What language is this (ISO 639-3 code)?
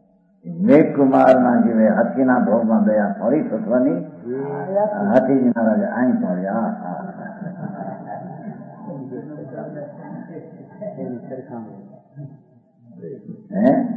guj